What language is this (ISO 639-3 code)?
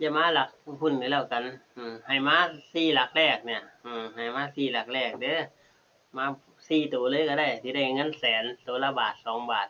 tts